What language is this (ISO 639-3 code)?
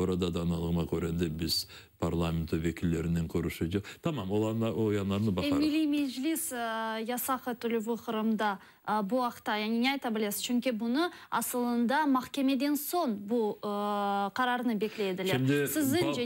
crh